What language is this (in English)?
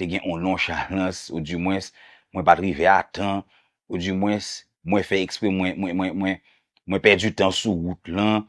Haitian Creole